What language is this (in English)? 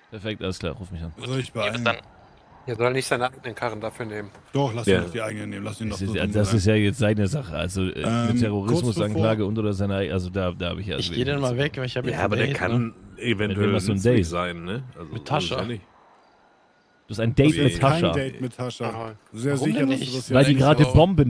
German